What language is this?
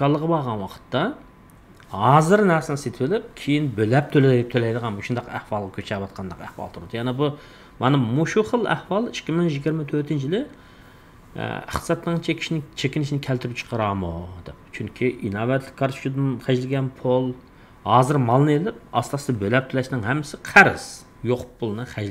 Uyghur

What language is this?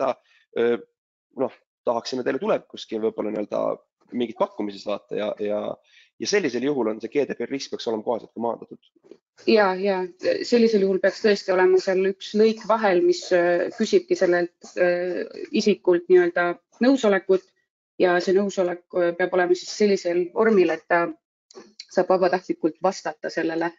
Estonian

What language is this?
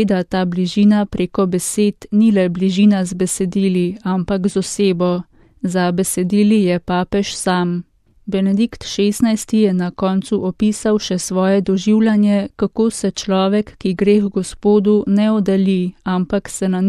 Slovenian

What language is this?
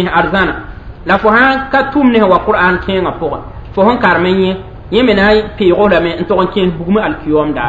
Mossi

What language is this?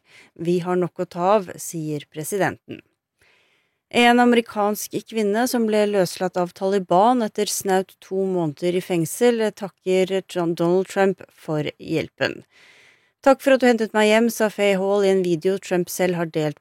Norwegian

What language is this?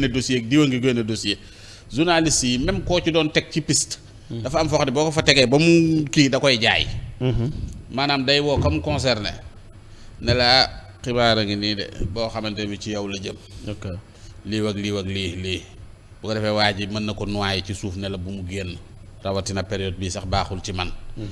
Wolof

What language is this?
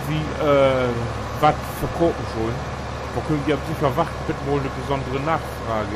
Low German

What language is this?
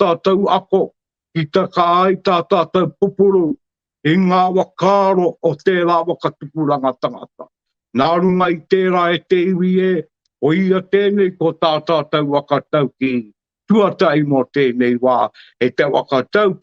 Māori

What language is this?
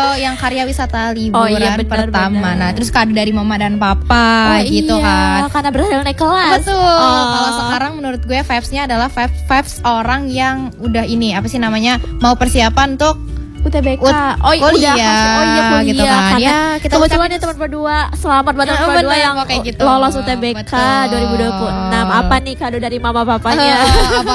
Indonesian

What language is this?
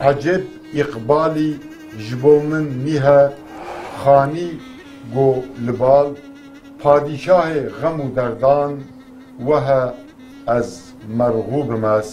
Kurdish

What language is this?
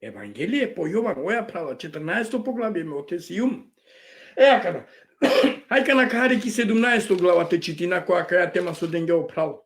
Balkan Romani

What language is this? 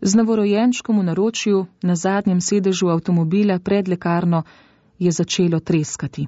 Slovenian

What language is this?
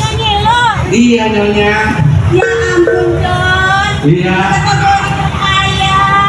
Betawi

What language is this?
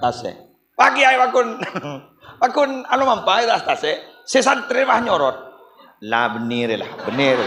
Madurese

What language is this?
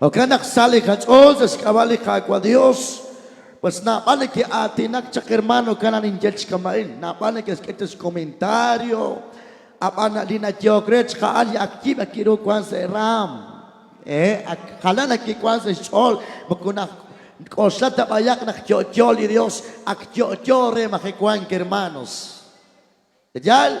Kekchí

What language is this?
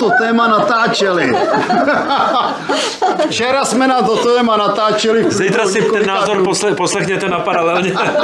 Czech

